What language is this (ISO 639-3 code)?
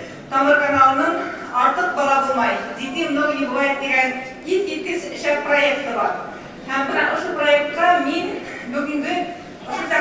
bak